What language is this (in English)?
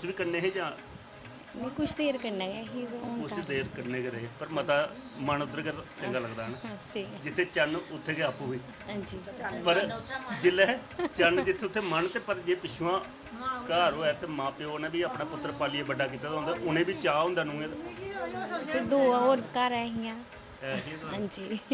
Dogri